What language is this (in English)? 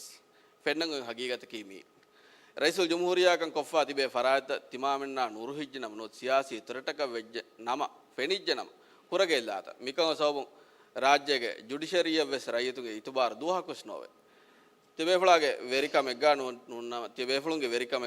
Divehi